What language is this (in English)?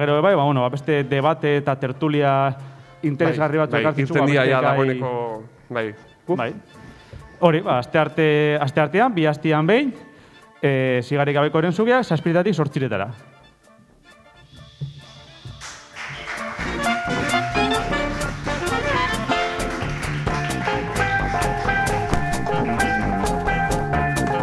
Basque